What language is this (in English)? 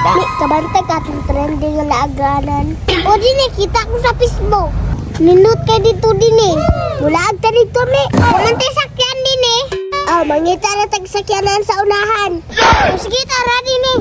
Cebuano